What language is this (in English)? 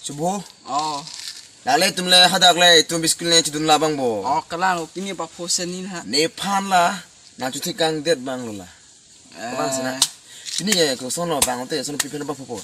Karbi